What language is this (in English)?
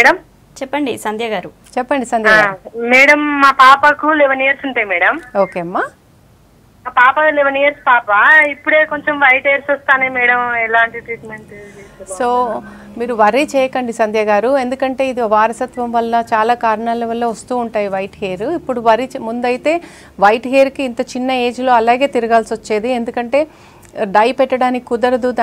Telugu